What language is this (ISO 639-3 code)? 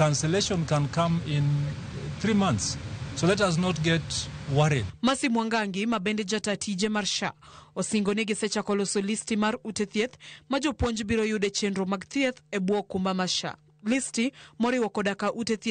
luo